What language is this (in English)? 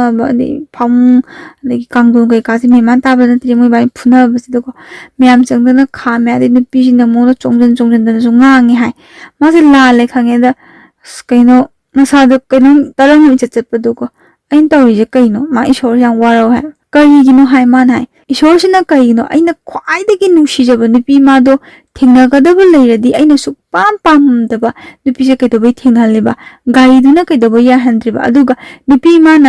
Manipuri